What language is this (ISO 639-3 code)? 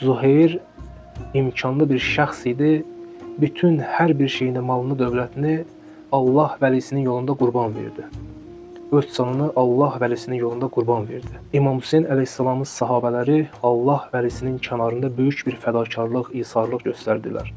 aze